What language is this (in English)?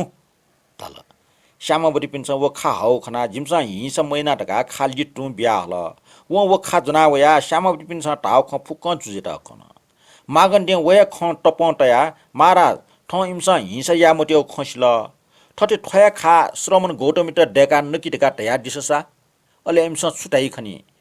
Newari